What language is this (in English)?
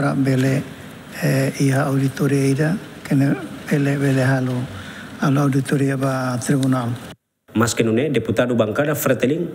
Tetum